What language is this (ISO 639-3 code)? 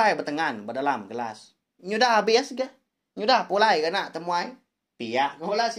iba